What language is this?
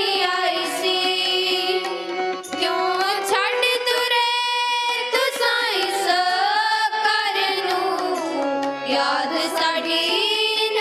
Punjabi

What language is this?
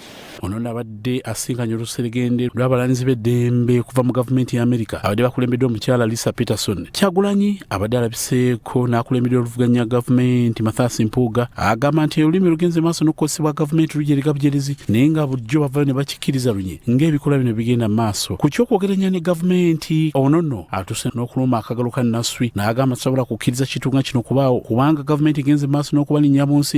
Ganda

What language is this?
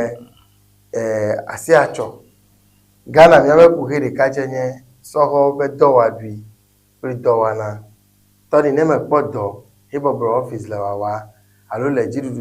Ewe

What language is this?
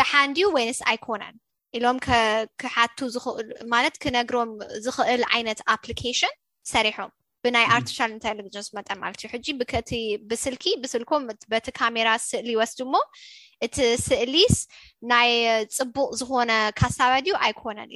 Tigrinya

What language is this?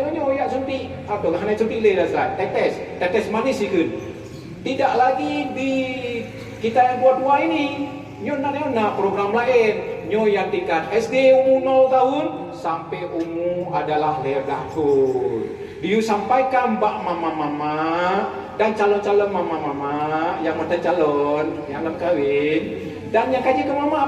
Achinese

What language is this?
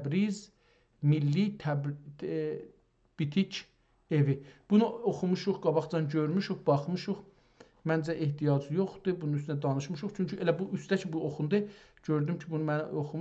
South Azerbaijani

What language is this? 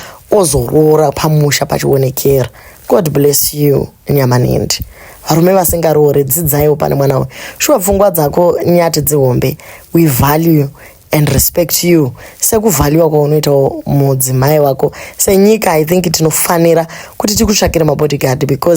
Shona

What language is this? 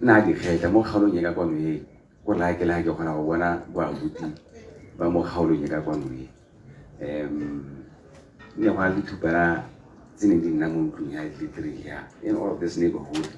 Tswana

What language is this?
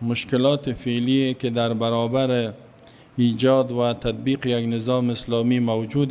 Persian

